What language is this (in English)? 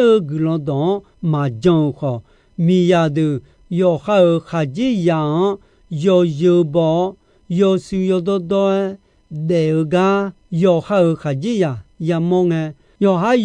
Akha